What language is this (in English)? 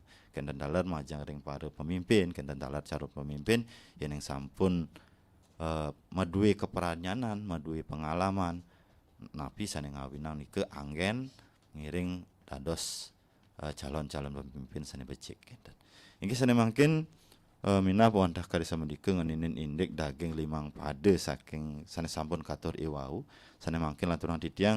Balinese